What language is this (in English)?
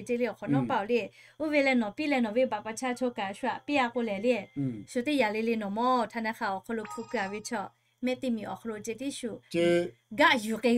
Lahu